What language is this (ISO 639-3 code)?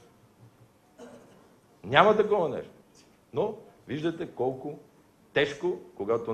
bul